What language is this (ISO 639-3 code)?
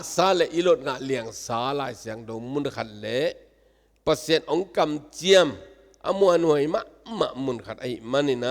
ctd